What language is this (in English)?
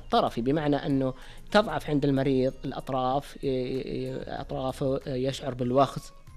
Najdi Arabic